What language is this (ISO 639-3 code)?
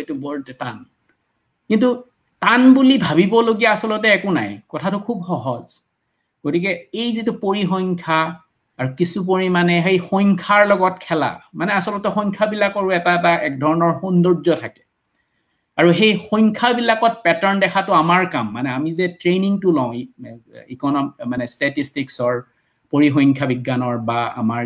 asm